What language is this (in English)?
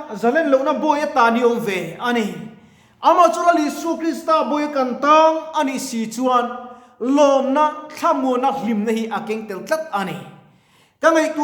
Mizo